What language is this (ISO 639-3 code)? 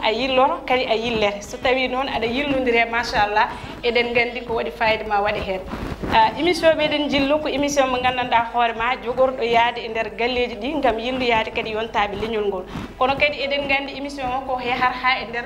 ful